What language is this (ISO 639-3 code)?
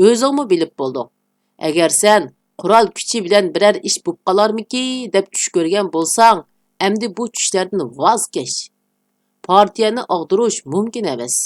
uig